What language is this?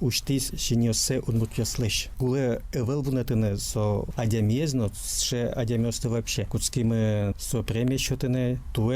Udmurt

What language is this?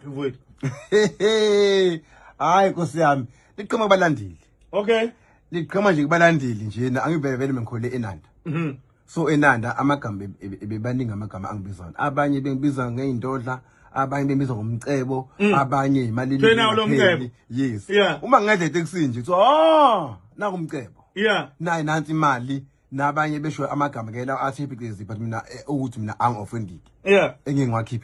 Zulu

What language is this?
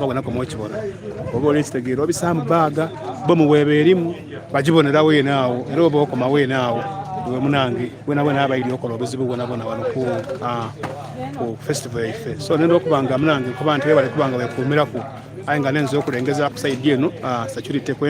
Soga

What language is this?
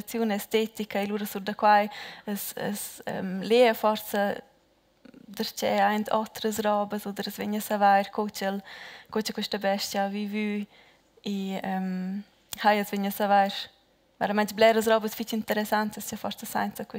Romansh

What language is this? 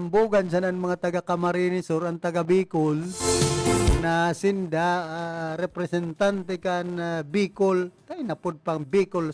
Bikol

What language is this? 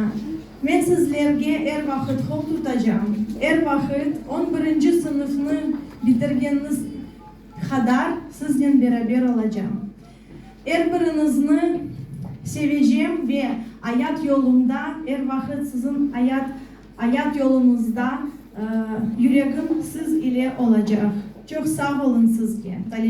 Crimean Tatar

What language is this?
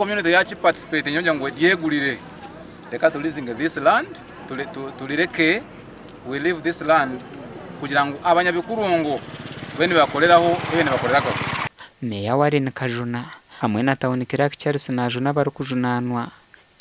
Nyankole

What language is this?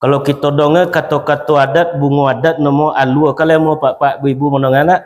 Minangkabau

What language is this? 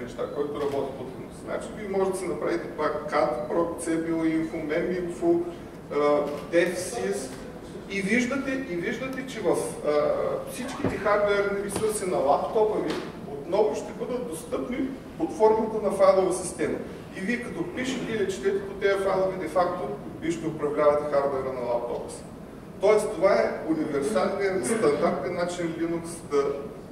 Bulgarian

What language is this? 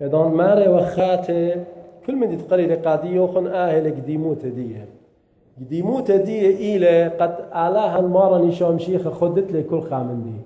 Assyrian Neo-Aramaic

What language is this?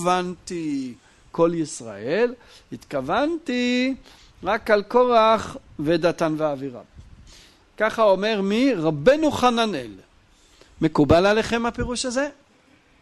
Hebrew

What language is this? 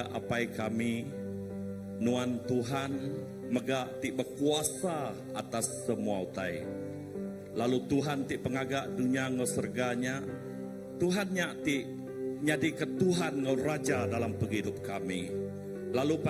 Iban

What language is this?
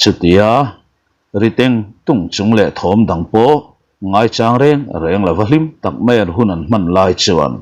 Mizo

